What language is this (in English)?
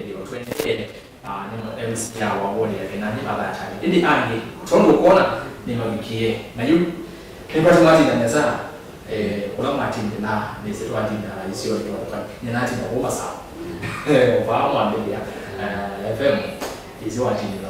Kamba